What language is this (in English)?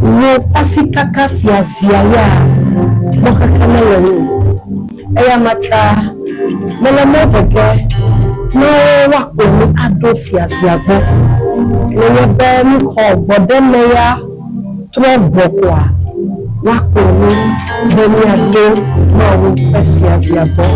Ewe